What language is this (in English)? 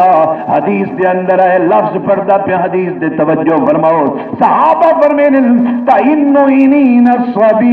Saraiki